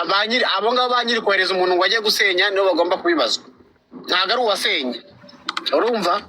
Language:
Kinyarwanda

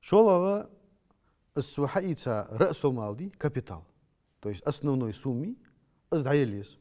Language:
Ingush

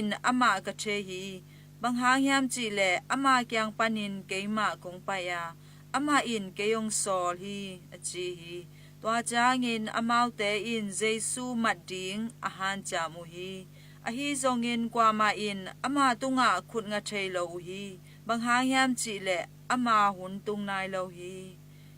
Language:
Tedim Chin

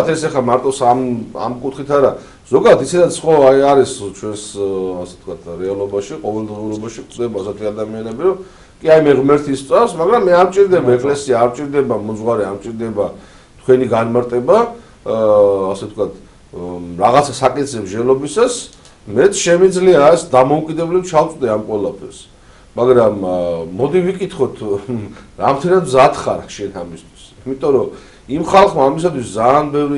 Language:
Georgian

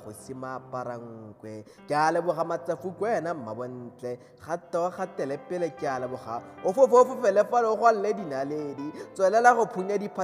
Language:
Tswana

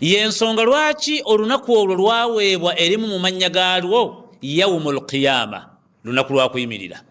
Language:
Ganda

